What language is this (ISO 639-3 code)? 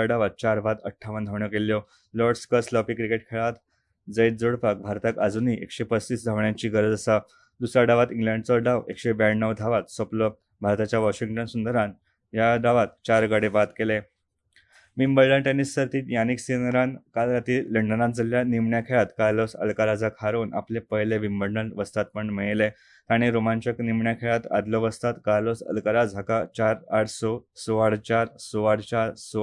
kok